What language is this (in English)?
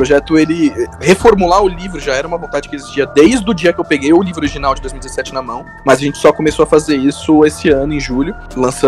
Portuguese